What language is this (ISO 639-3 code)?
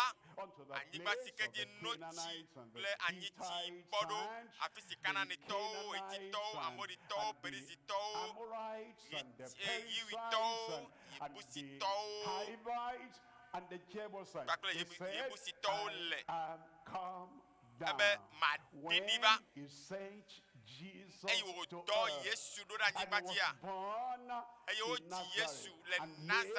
ewe